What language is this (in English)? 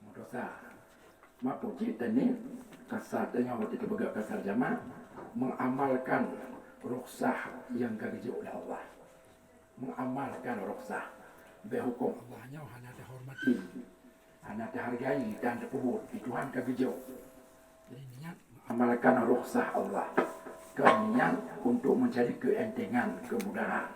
Achinese